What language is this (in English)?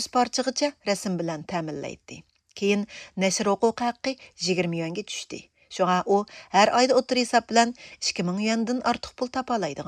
Uyghur